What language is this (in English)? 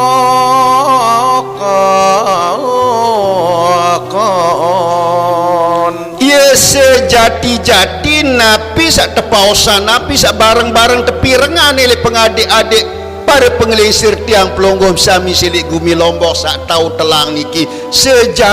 Sasak